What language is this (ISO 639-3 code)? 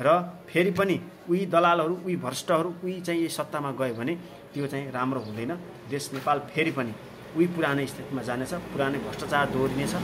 nep